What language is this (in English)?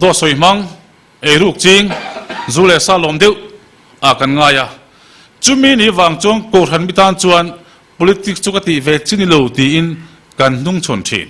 Mizo